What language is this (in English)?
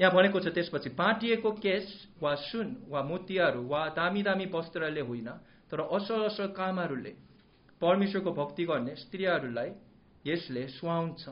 Nepali